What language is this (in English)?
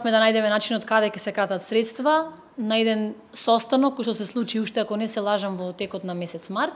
Macedonian